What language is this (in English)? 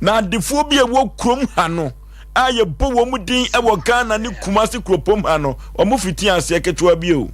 Akan